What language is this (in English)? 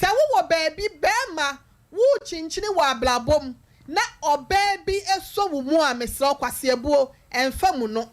Akan